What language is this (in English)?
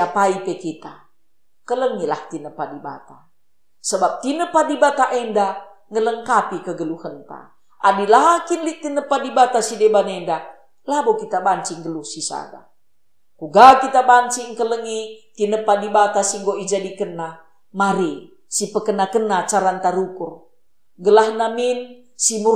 Batak Karo